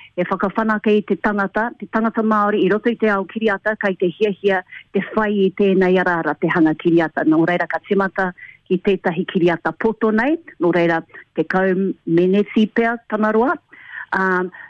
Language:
Māori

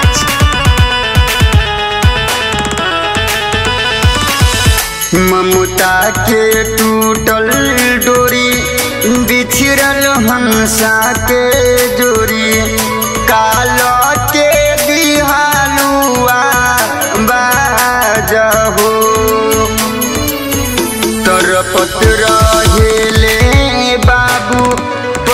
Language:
Bhojpuri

